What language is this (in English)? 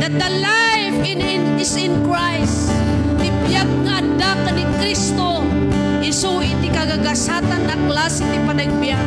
Iloko